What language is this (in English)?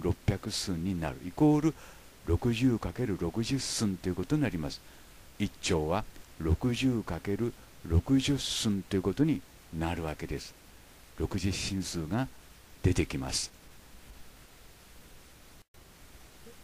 Japanese